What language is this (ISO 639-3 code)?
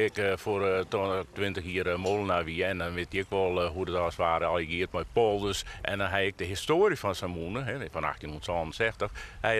fry